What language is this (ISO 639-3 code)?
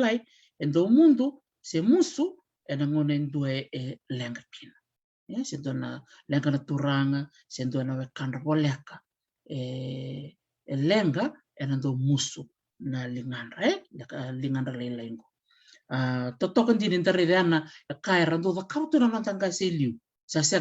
fij